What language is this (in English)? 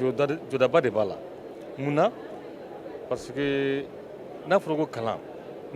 Bambara